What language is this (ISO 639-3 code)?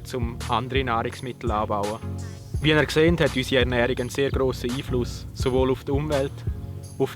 gsw